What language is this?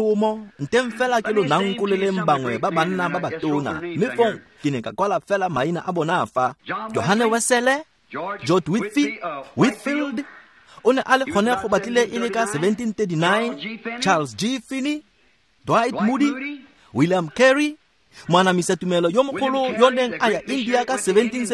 Tswana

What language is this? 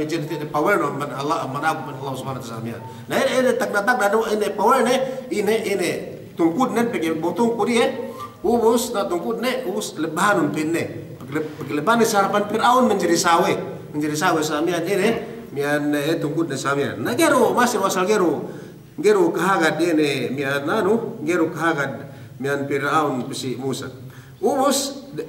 Yakan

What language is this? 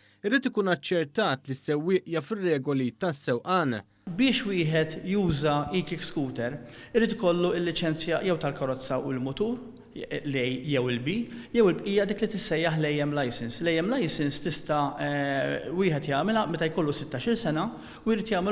Maltese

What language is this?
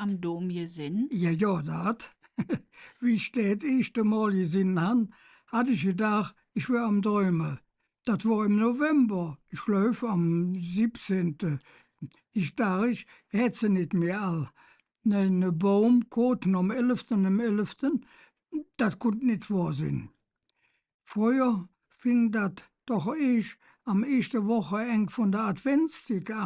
Colognian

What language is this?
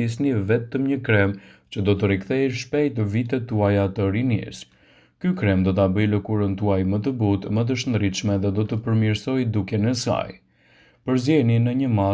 Albanian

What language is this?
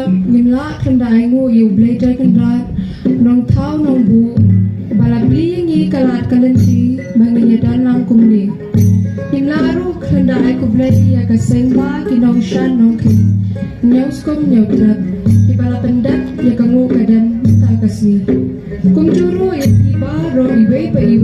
Khasi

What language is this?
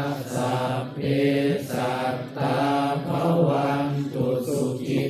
Pali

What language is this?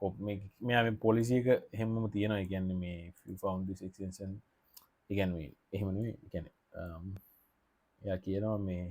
Sinhala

